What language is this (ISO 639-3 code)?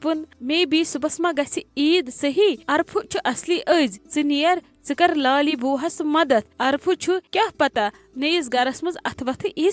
kas